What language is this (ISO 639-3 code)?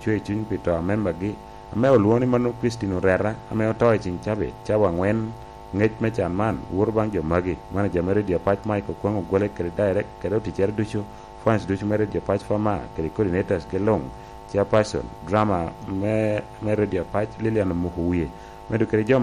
laj